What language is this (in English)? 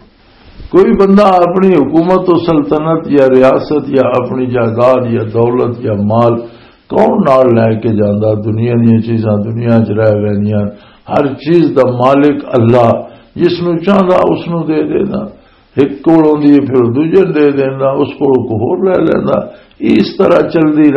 Western Panjabi